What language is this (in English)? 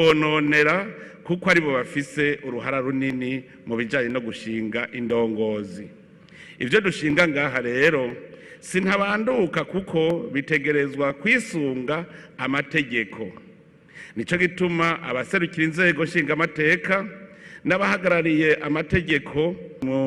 Rundi